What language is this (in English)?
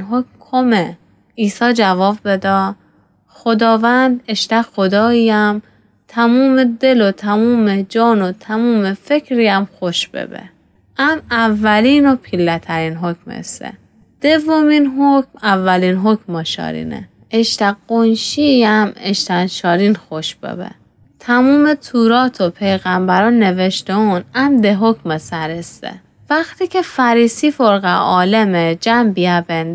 Gilaki